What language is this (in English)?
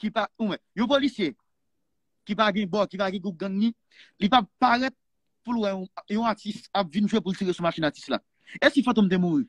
Haitian Creole